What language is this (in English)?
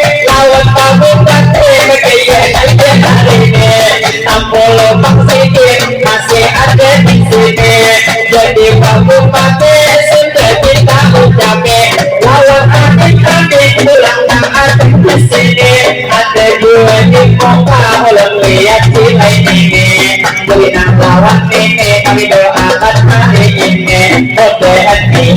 Banjar